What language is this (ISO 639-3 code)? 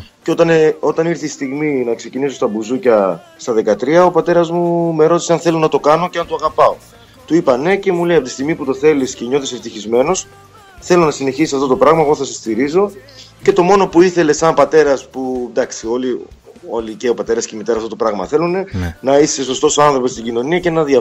ell